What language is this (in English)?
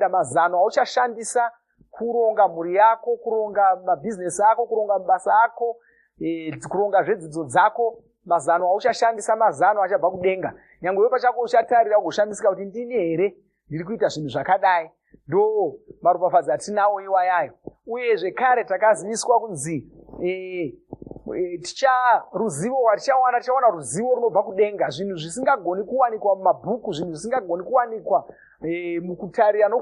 Shona